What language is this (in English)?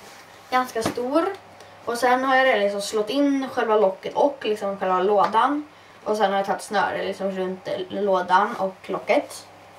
Swedish